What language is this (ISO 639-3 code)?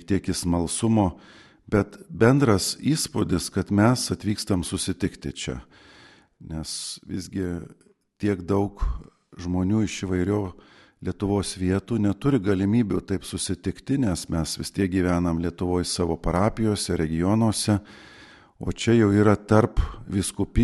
lit